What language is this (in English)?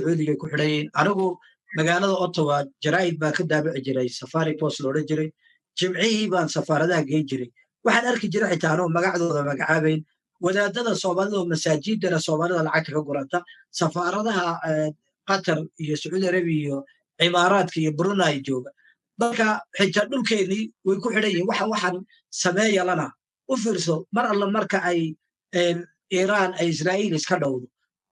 Somali